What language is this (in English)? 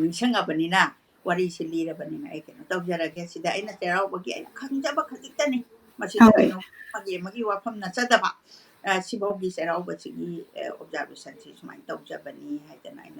Manipuri